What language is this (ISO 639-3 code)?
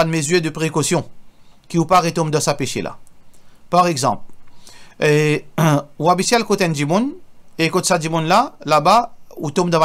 mfe